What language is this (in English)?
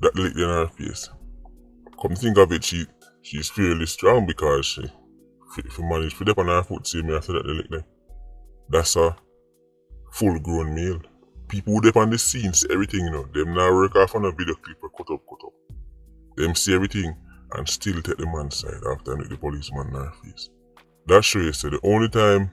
Jamaican Creole English